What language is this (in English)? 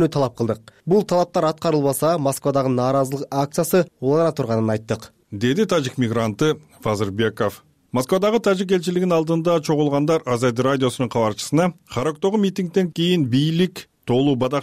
Kyrgyz